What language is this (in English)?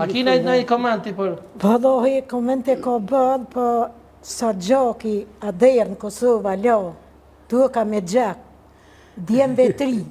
Albanian